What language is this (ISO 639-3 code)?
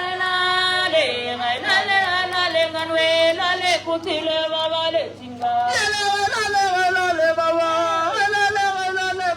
nso